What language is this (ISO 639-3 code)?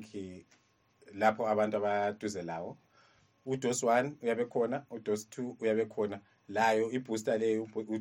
nde